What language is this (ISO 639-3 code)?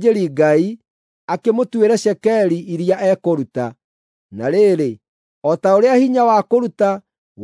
kik